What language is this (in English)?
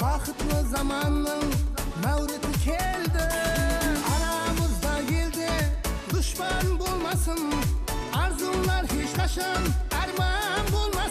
Kara-Kalpak